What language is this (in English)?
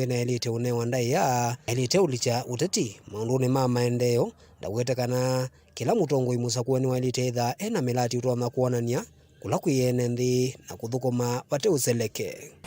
Kamba